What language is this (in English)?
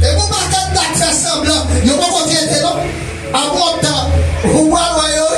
Haitian Creole